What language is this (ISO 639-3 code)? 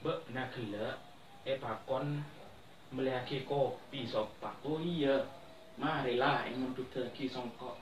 mad